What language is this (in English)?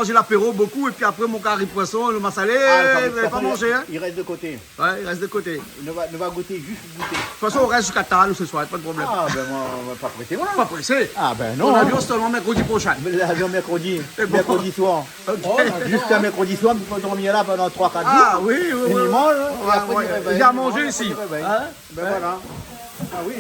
Réunion Creole French